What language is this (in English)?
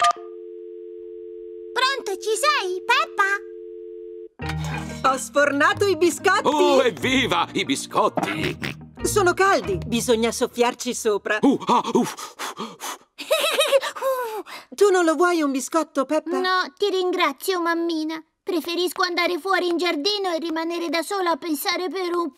Italian